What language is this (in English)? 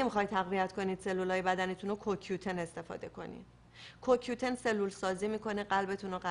Persian